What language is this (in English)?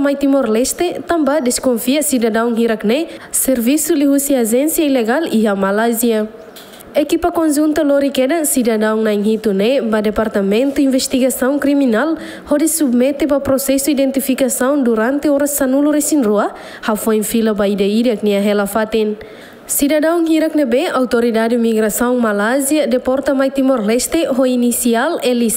Tetum